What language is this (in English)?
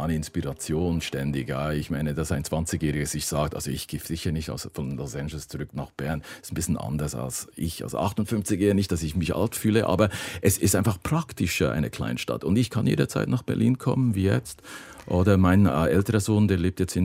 German